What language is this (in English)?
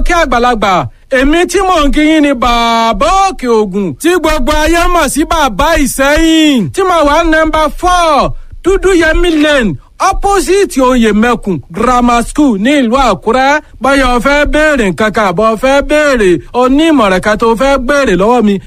Yoruba